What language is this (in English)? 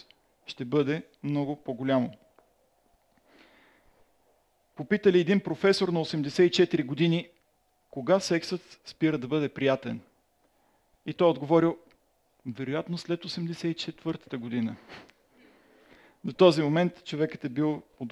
Bulgarian